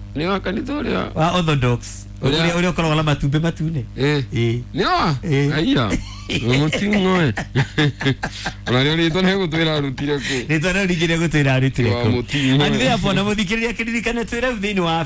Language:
Kikuyu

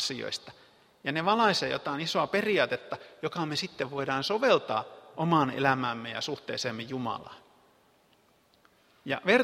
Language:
Finnish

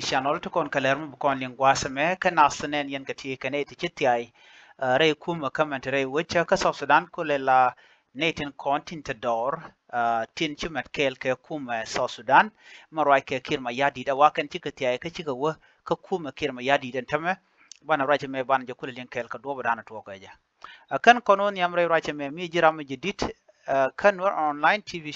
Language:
Nuer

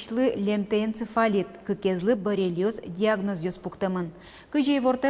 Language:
Udmurt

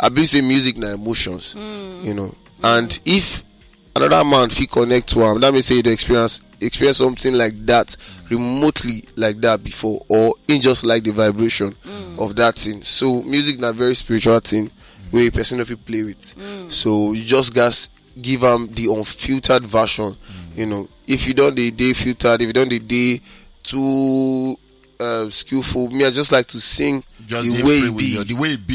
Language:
Nigerian Pidgin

